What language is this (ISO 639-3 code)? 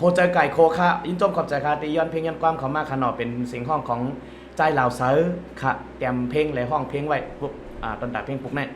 shn